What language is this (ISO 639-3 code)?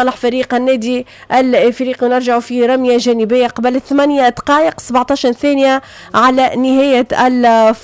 aeb